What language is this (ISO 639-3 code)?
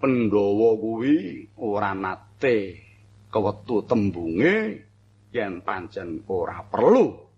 jav